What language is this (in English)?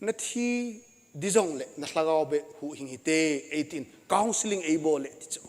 Thado Chin